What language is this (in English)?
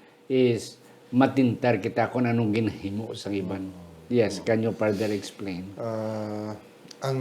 Hiligaynon